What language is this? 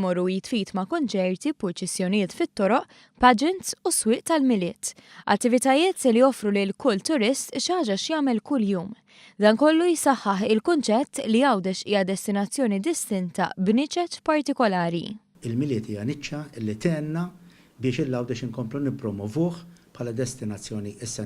Maltese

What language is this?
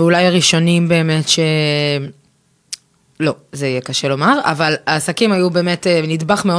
Hebrew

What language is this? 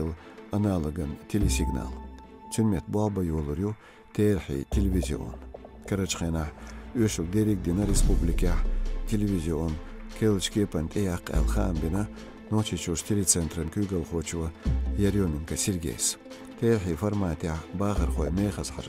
Chechen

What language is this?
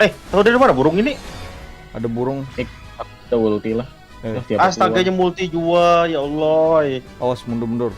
Banjar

